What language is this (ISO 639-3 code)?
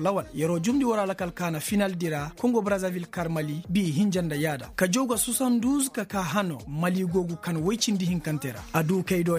ses